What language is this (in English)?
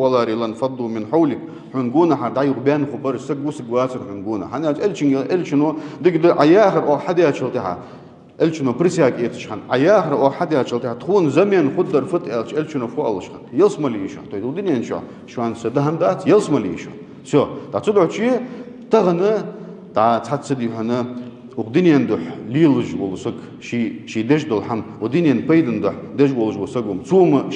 Ingush